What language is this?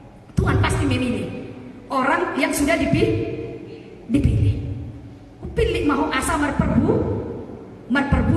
Batak Toba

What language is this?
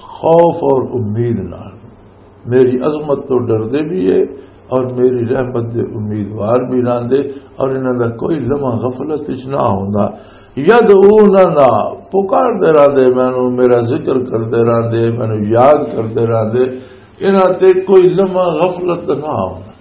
Western Panjabi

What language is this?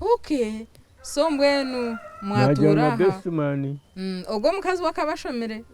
Nyankole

